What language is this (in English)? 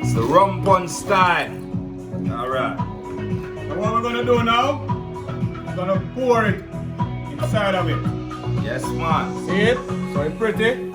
Jamaican Creole English